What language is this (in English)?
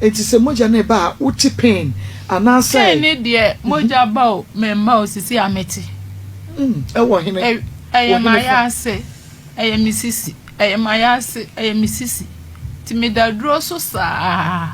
Akan